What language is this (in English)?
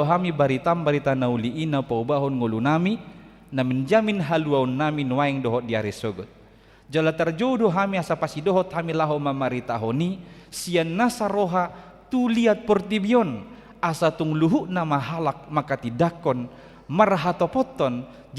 Batak Toba